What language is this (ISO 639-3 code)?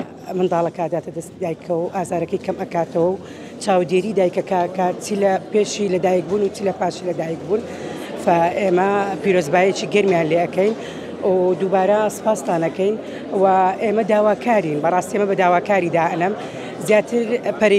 ckb